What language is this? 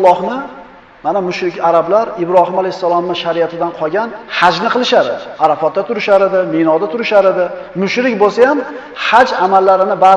Uzbek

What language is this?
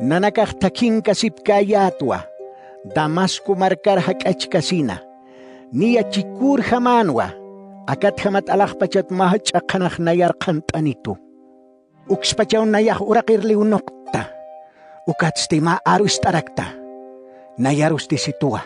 Aymara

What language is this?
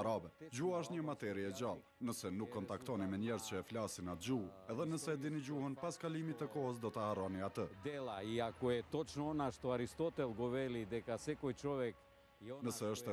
Albanian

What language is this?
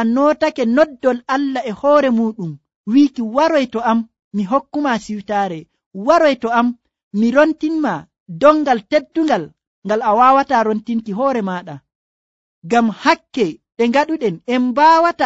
Nigerian Fulfulde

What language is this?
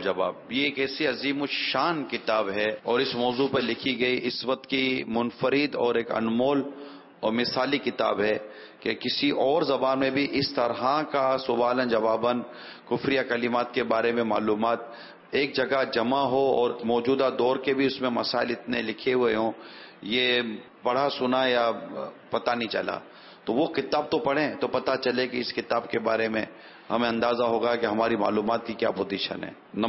Urdu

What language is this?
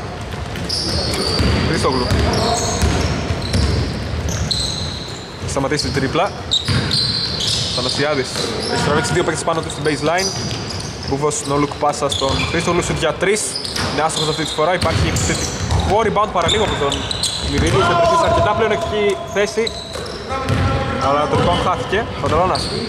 Greek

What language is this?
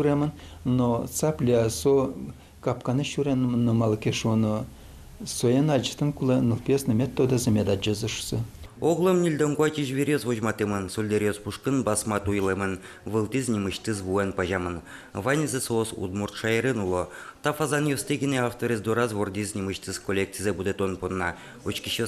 Udmurt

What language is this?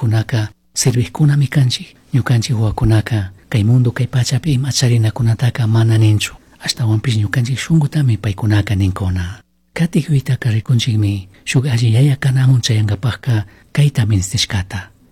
Chimborazo Highland Quichua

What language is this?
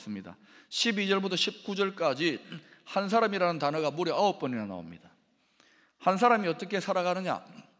Korean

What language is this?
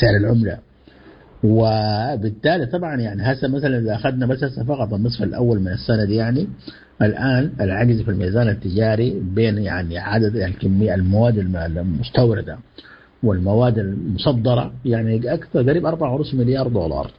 Sudanese Arabic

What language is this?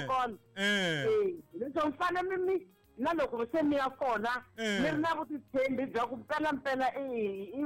Tsonga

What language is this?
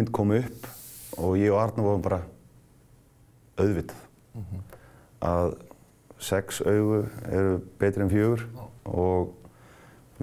Icelandic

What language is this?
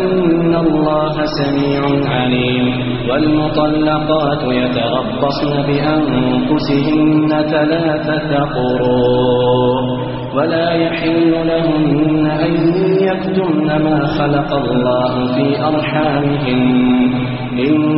Arabic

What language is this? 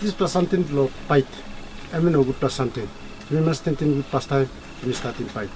Tok Pisin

